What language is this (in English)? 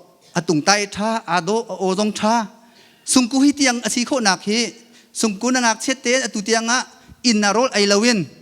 Hakha Chin